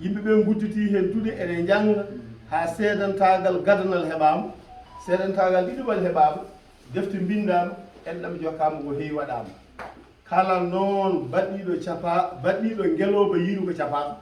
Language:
Fula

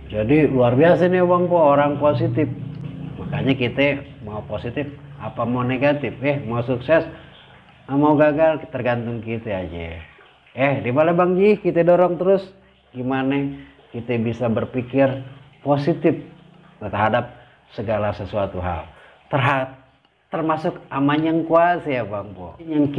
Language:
Betawi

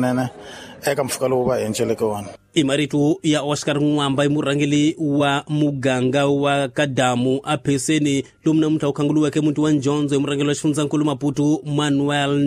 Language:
Tsonga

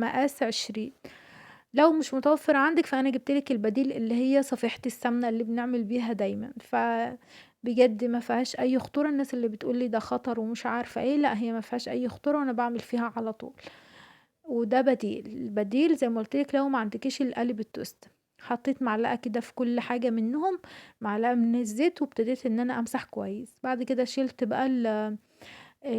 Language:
Egyptian Arabic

